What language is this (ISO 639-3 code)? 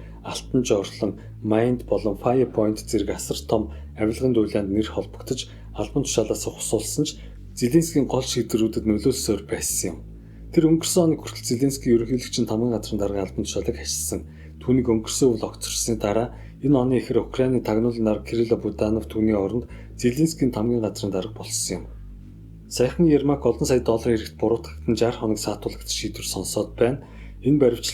mon